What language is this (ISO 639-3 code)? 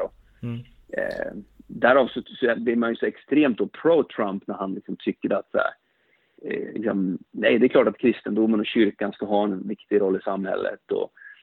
swe